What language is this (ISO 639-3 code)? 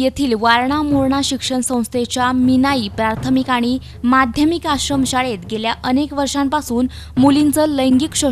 mar